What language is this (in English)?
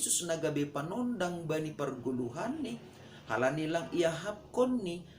Batak Simalungun